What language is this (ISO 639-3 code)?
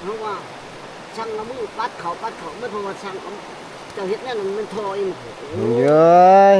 tts